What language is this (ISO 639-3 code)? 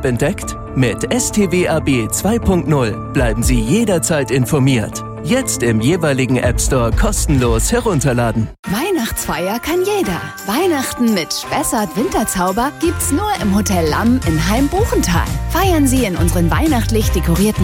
deu